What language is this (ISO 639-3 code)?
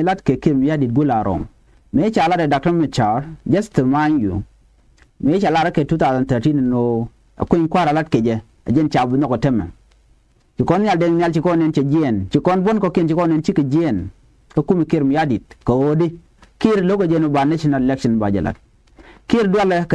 nus